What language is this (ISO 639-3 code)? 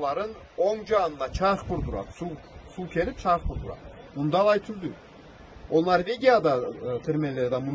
krc